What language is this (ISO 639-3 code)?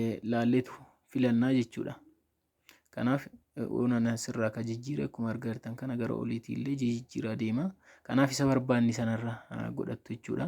orm